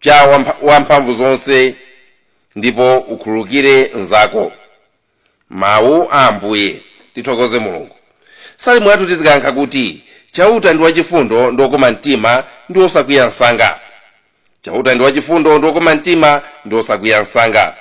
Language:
Nyanja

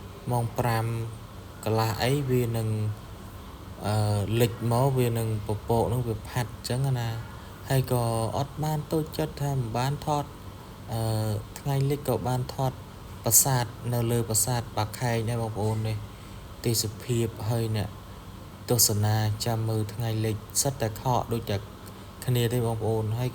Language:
Khmer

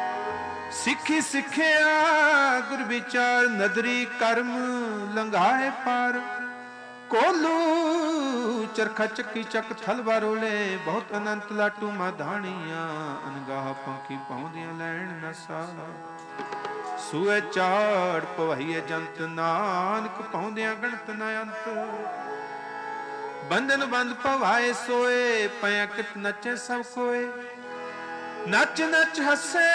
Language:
Punjabi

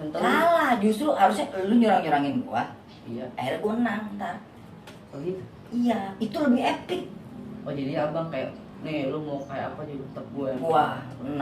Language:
Betawi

